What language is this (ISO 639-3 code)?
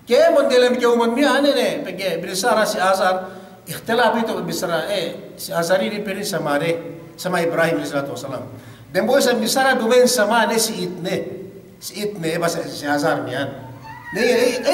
yka